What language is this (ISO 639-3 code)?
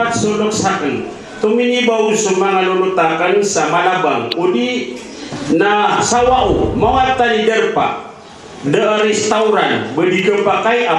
mrw